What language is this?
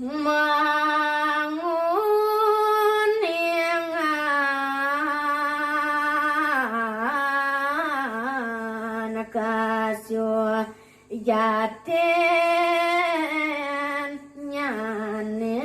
Balinese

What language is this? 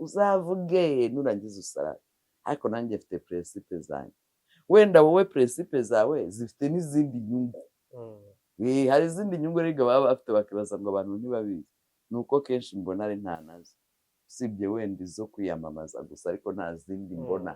Kinyarwanda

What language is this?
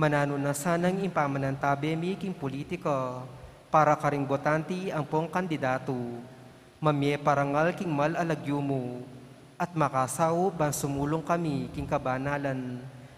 Pampanga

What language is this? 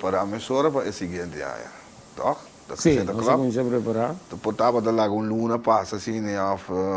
Papiamento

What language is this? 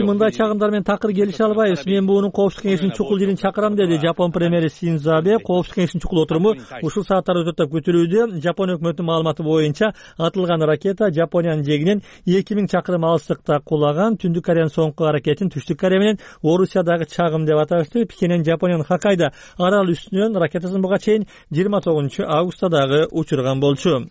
Kyrgyz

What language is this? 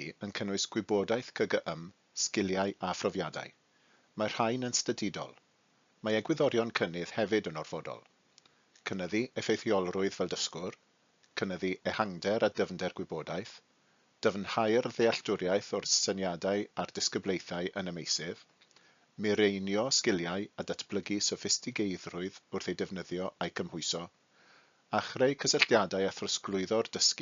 Welsh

